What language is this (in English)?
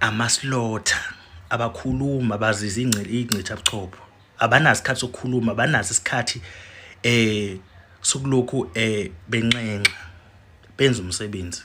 Zulu